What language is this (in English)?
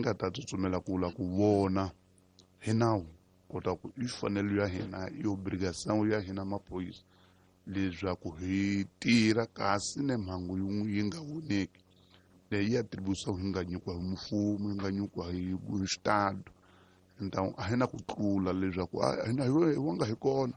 Tsonga